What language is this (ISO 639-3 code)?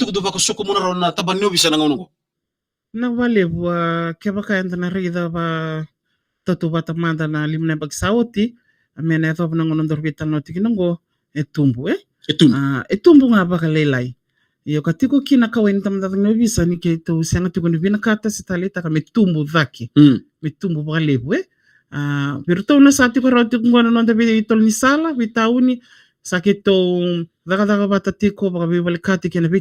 fij